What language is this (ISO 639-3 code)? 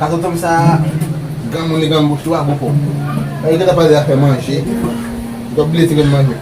hat